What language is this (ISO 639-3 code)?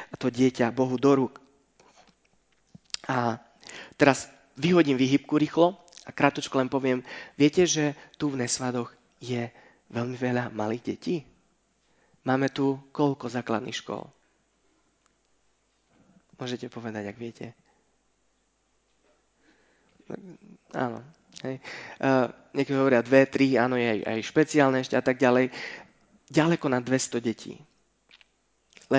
slk